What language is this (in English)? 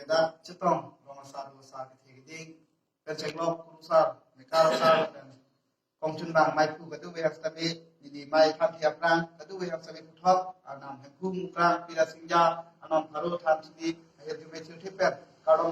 Karbi